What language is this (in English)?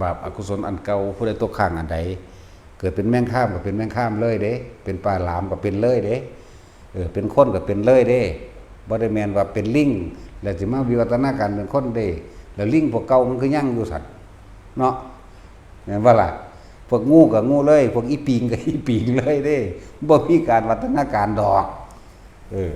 Northeastern Thai